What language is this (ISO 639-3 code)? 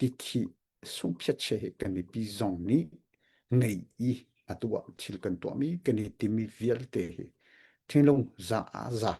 cnh